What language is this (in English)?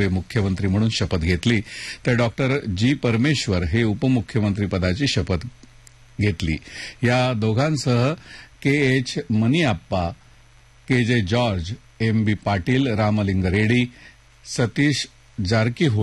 Marathi